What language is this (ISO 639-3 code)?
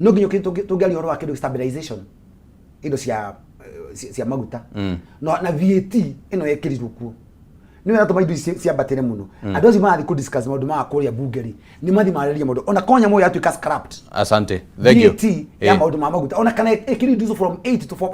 kik